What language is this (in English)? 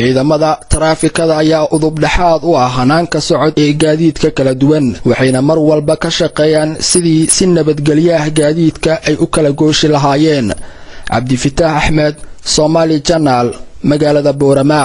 Somali